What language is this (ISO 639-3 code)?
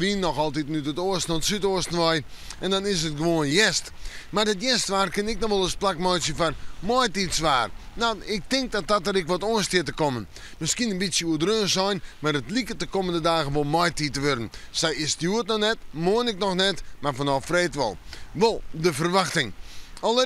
fry